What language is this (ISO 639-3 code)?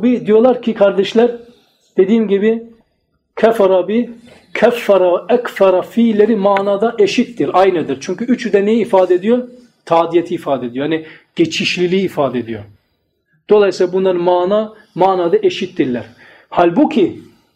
tur